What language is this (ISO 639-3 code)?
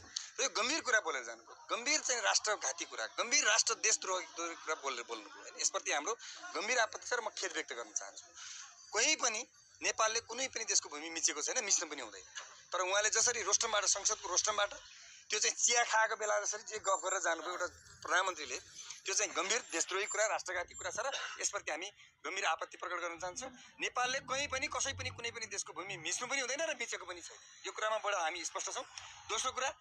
nep